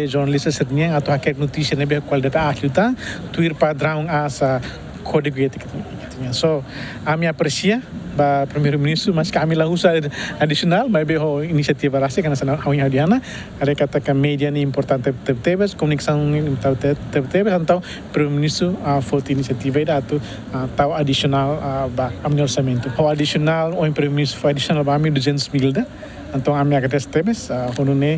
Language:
Tetum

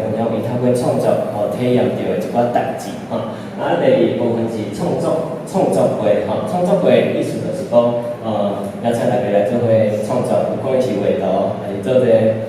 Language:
Min Nan Chinese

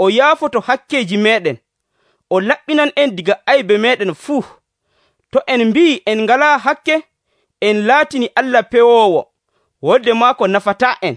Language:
Nigerian Fulfulde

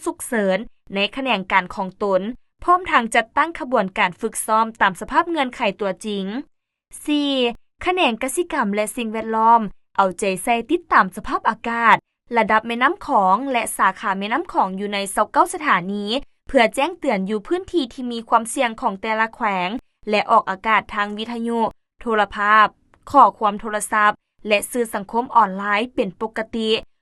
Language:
Lao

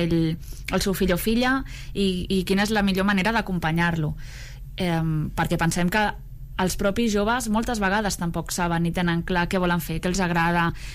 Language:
Catalan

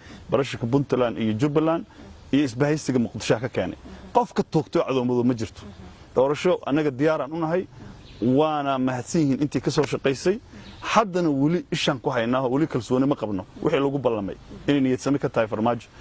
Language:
Somali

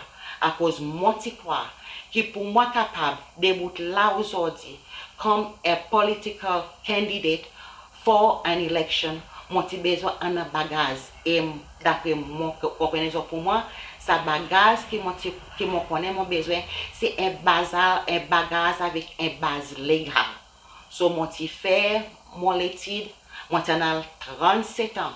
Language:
Seselwa Creole French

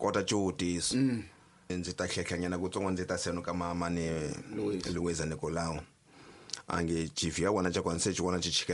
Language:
Tsonga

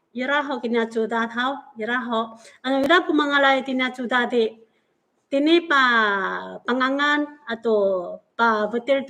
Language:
Amis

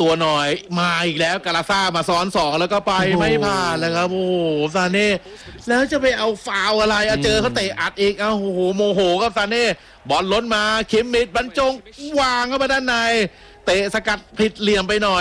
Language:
Thai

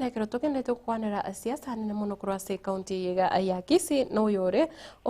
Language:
Gusii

